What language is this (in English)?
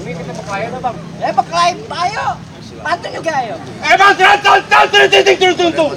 Betawi